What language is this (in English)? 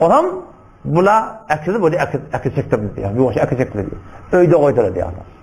Turkmen